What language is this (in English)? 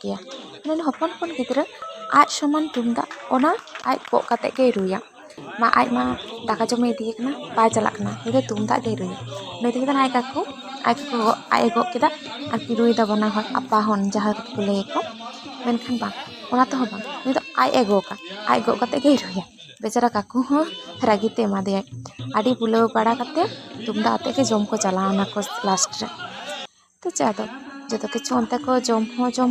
Santali